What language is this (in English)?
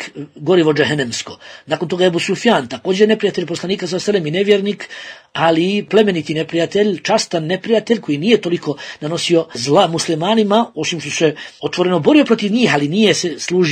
Bosnian